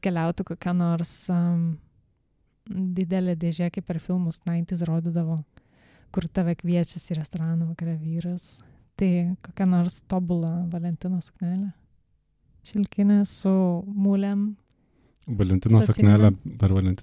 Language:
Lithuanian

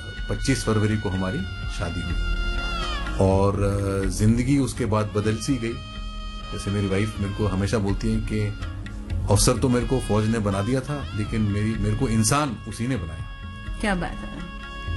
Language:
Hindi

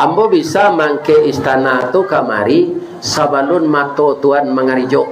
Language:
Minangkabau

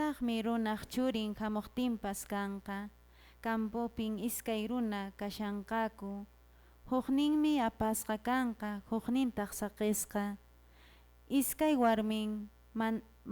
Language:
Quechua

